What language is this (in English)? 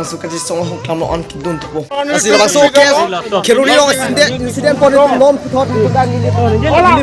Karbi